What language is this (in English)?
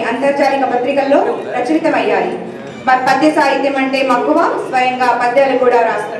Telugu